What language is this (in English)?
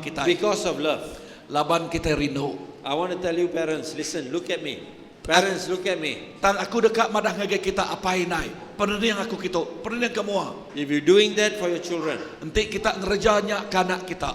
Iban